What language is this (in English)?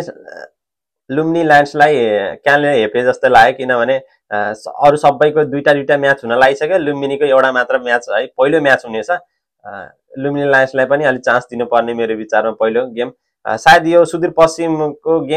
Nepali